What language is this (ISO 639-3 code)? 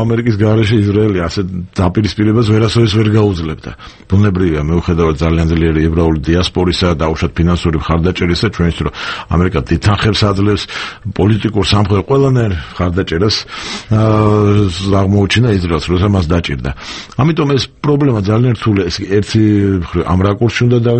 kat